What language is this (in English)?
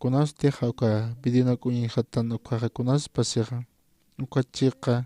Aymara